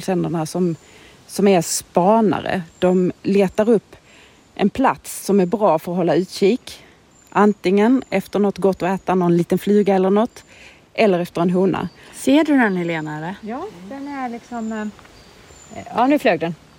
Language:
Swedish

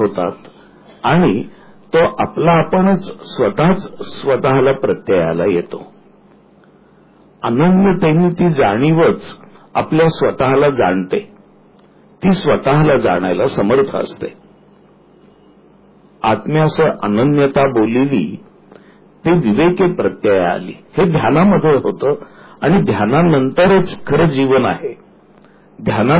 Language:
Marathi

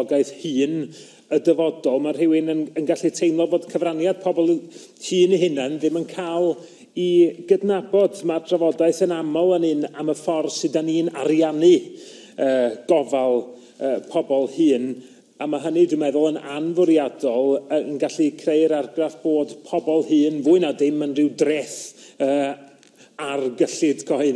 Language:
Welsh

